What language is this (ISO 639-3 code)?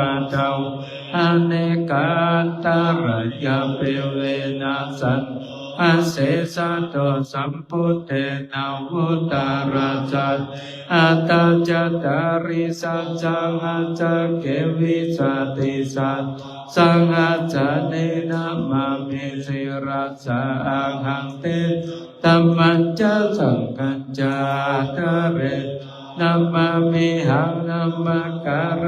pli